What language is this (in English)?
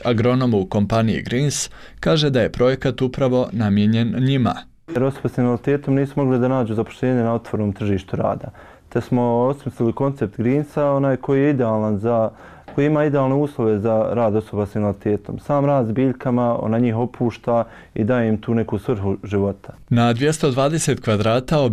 Bosnian